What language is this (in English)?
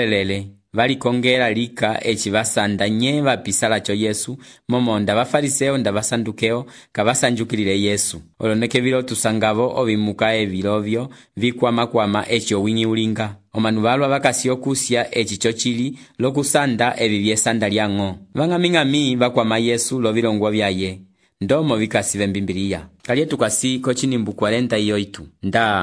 Umbundu